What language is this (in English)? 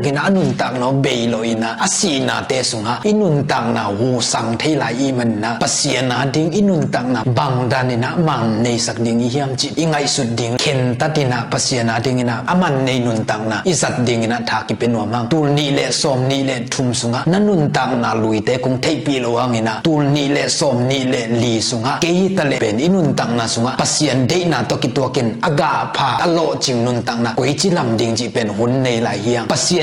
Tedim Chin